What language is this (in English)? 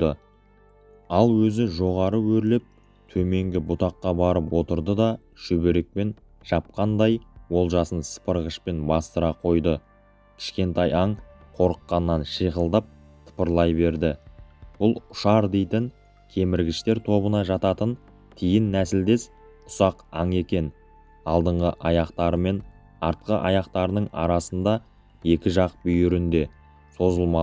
Kazakh